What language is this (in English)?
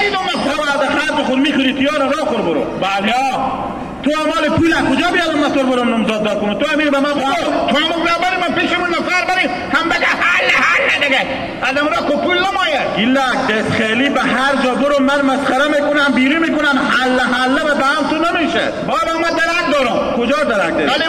Hazaragi